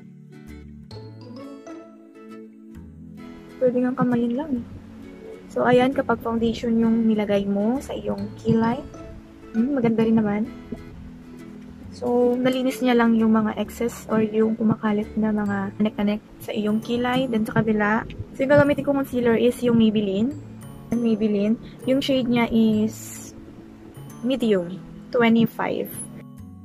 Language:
Filipino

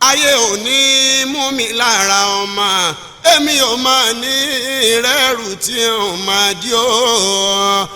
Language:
Yoruba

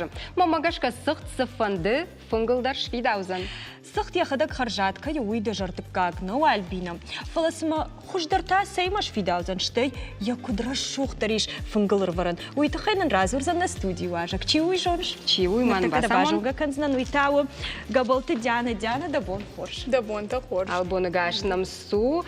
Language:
Ossetic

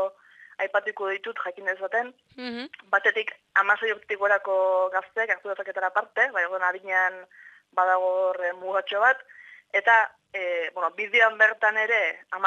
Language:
Basque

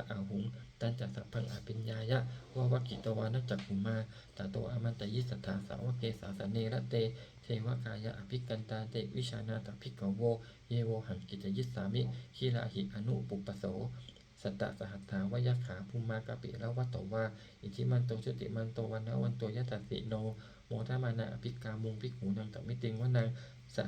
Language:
Pali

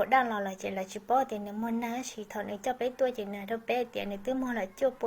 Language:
Hmong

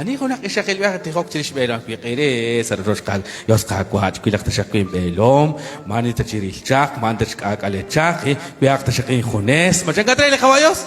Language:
Kekchí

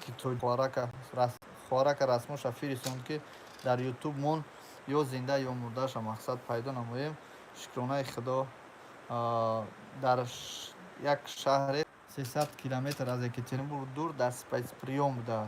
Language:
Tajik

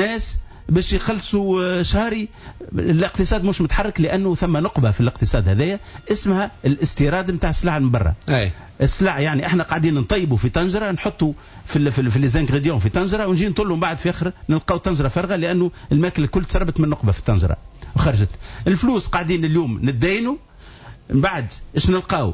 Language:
Tunisian Arabic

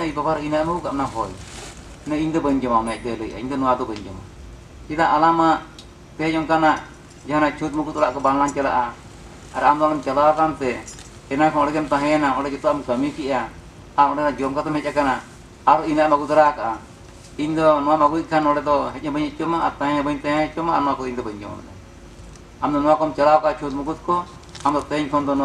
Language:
Santali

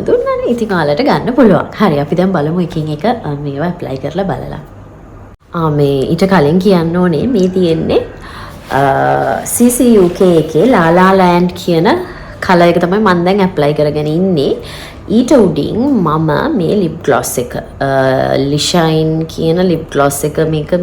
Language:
Sinhala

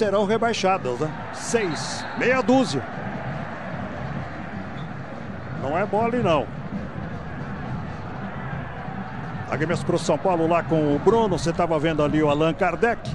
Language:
Portuguese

